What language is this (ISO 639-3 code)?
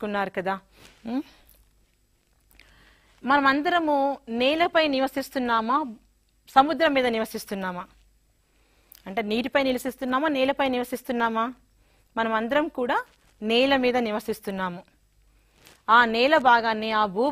tel